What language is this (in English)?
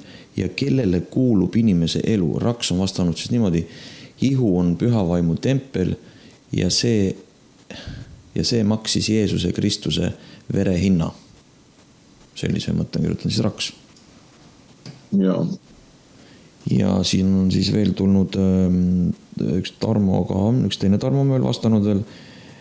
Estonian